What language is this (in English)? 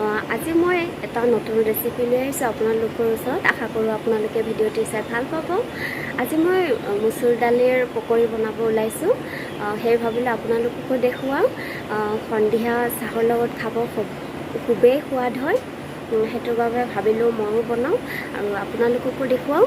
Assamese